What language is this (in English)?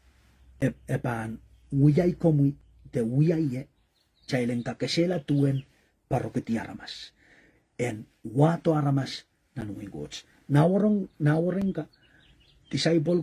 Pohnpeian